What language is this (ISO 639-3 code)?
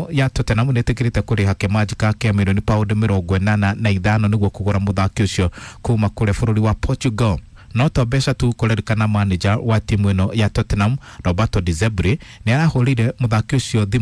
kik